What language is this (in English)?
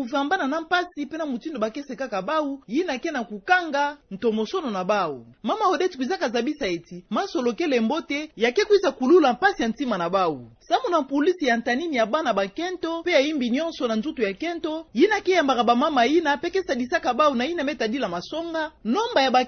Kituba (Democratic Republic of Congo)